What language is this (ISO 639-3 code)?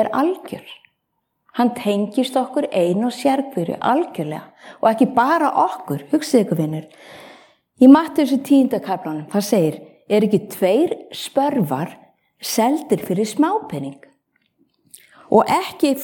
isl